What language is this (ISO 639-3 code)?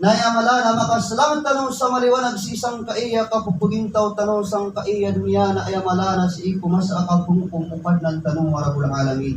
mrw